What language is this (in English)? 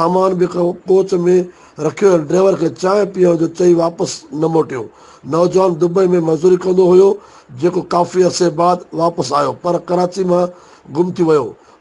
Sindhi